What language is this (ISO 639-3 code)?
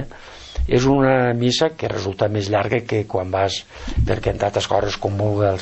cat